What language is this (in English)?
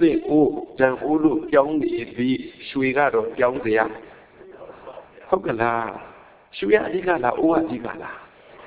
Burmese